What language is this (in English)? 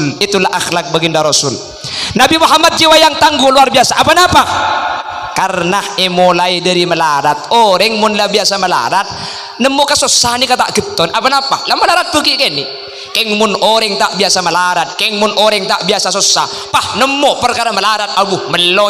Madurese